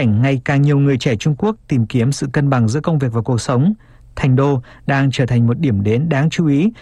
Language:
Vietnamese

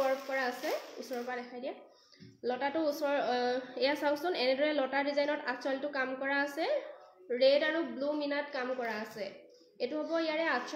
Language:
Assamese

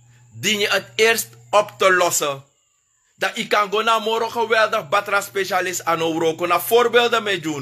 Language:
Sranan Tongo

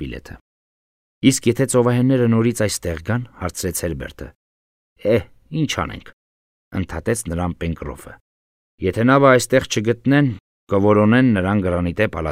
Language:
Armenian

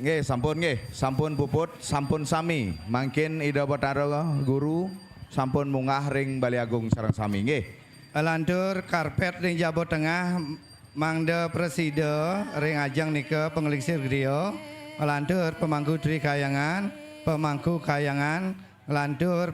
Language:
Balinese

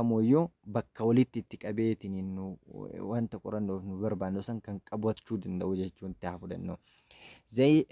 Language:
Oromo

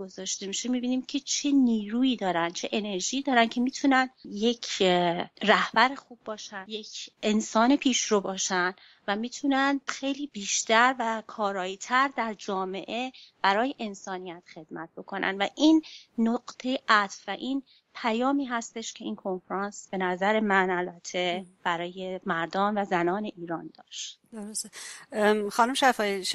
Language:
Persian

